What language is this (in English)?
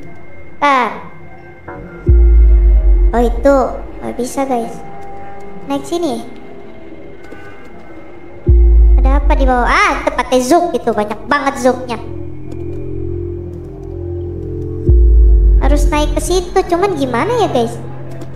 Indonesian